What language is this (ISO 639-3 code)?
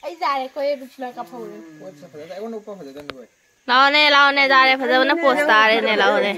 mni